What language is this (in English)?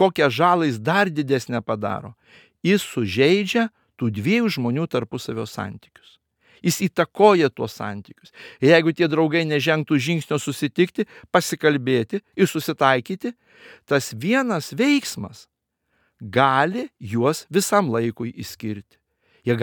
Lithuanian